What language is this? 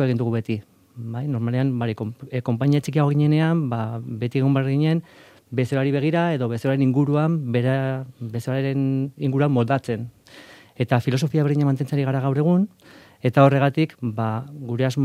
Basque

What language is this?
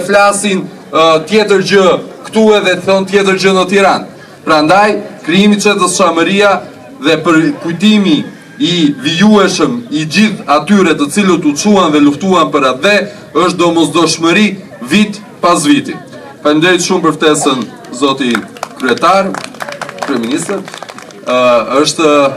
Albanian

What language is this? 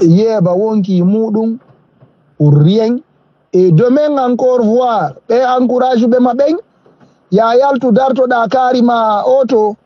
Fula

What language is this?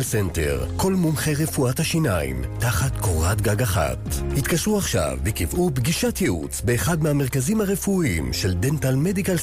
Hebrew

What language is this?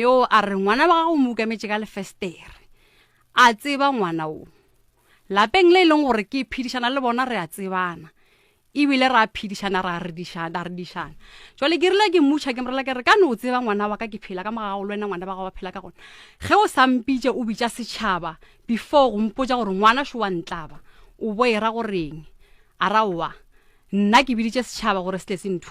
Northern Sotho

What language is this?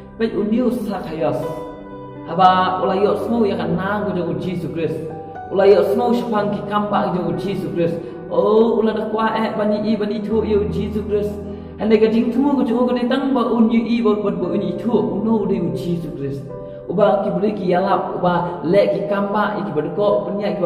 Khasi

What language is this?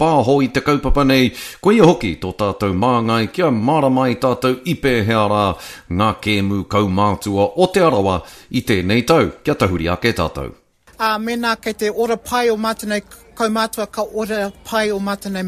Māori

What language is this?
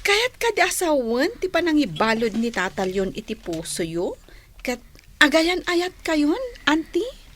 Iloko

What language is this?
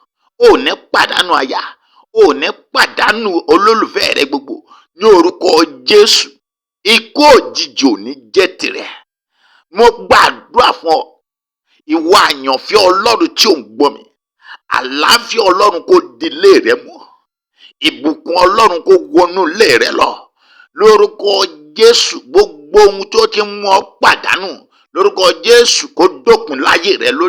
Yoruba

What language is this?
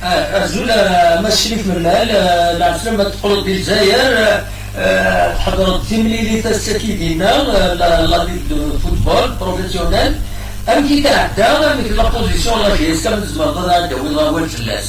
Kabyle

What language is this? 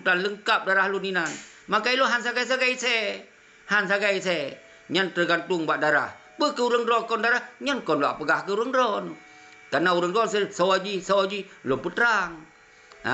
Achinese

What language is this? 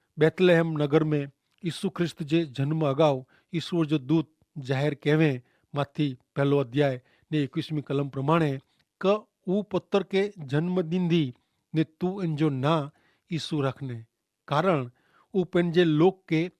Kachhi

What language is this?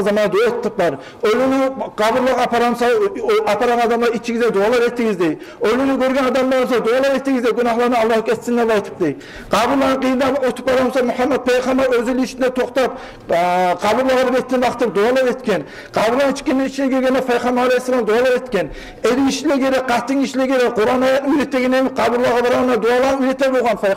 Kumyk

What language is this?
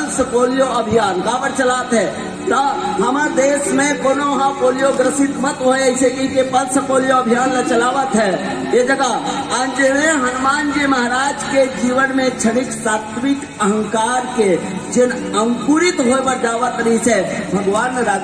Chhattisgarhi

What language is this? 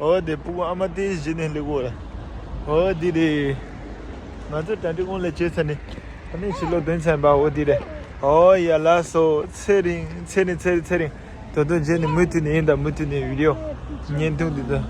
Tibetan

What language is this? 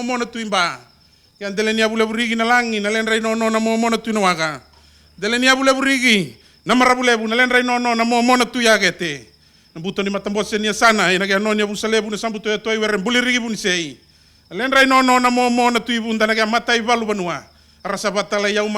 Fijian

